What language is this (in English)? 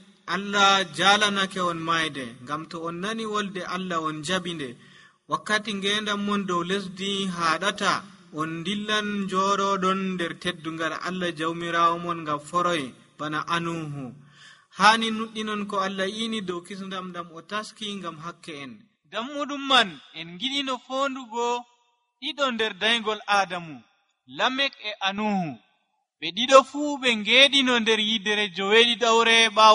Nigerian Fulfulde